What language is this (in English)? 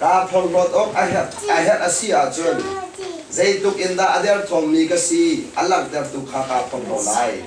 Hakha Chin